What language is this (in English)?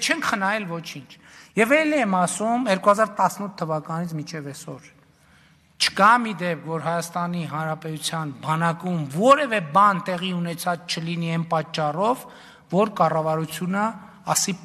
Armenian